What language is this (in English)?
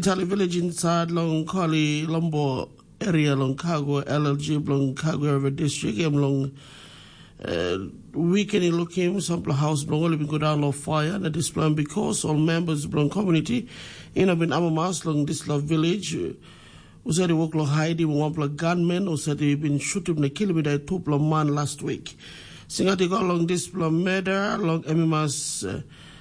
Tok Pisin